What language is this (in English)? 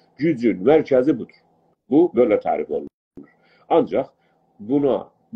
South Azerbaijani